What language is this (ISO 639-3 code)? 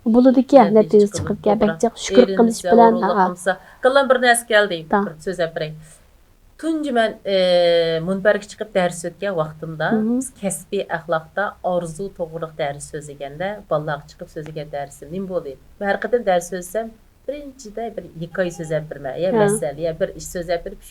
uig